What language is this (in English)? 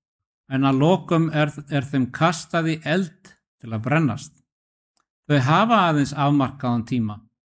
Icelandic